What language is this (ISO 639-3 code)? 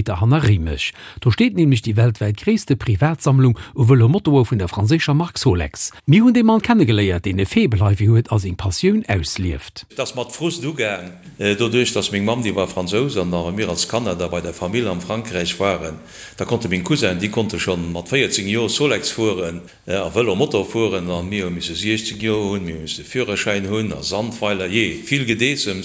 ltz